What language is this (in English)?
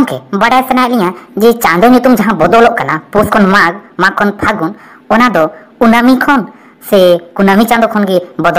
Santali